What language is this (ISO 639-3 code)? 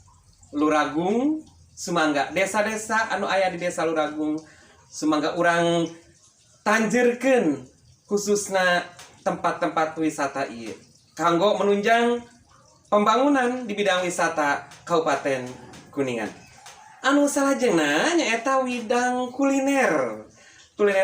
sun